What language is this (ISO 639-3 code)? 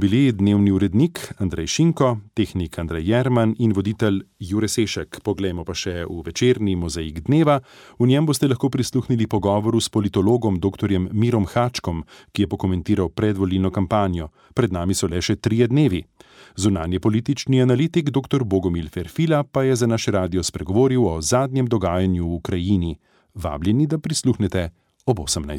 slv